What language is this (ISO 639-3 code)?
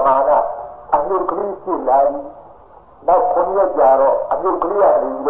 mya